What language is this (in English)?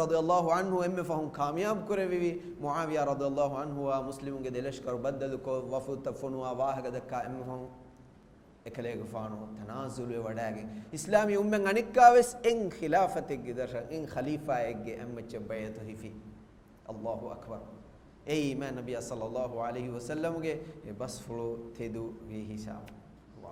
Divehi